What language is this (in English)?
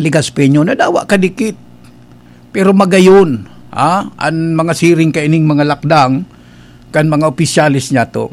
Bikol